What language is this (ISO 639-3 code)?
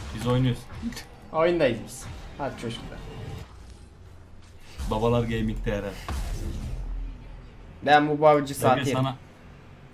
tur